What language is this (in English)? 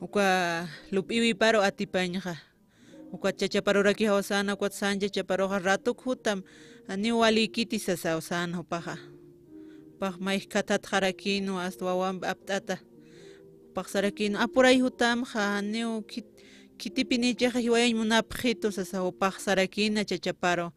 Aymara